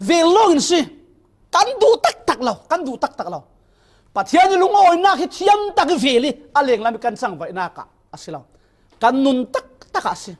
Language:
Falam Chin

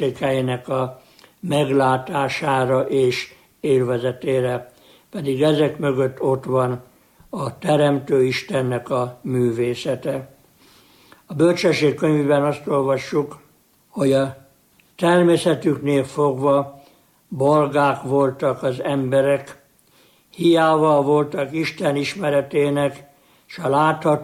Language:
Hungarian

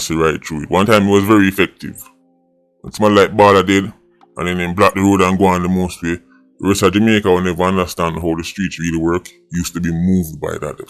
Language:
Jamaican Creole English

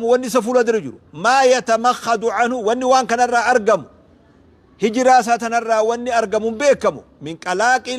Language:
Oromo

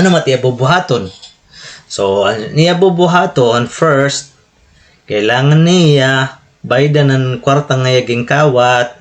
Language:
Waray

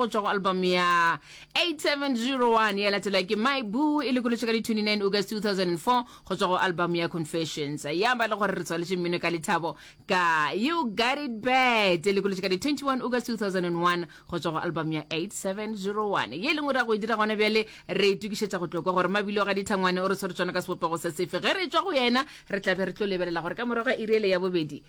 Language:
Northern Sotho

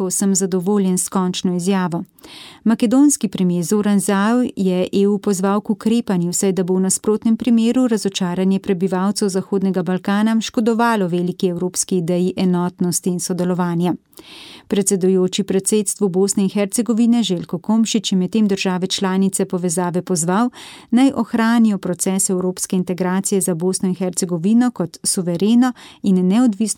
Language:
Slovenian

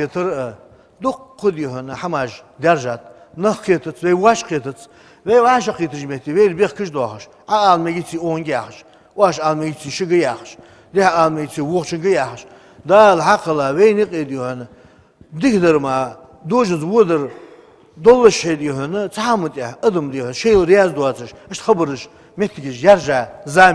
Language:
Ingush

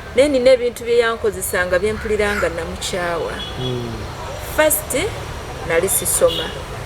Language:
Ganda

